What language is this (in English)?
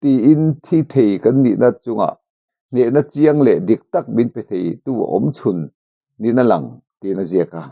Mizo